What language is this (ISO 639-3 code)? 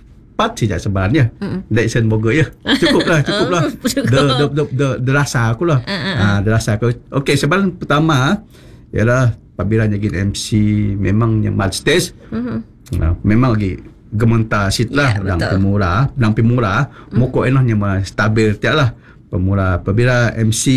msa